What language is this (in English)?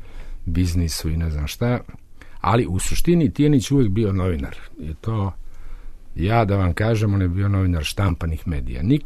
Serbian